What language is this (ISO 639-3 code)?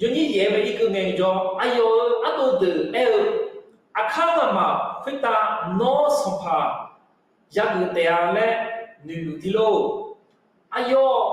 ahk